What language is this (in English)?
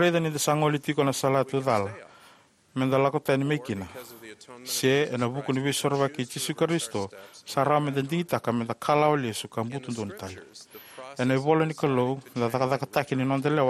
Fijian